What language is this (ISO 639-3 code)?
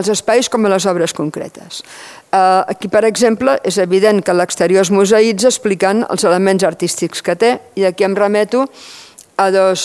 cat